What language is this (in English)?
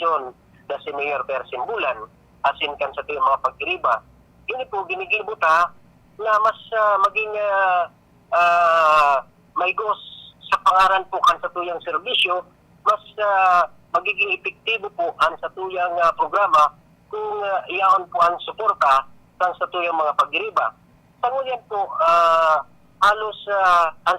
Bikol